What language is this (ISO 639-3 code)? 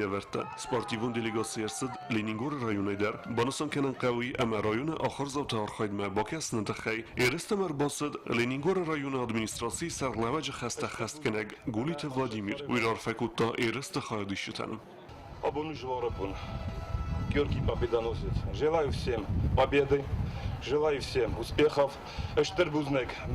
oss